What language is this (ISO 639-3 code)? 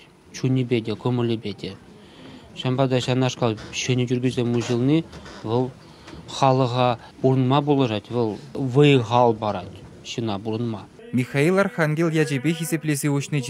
chv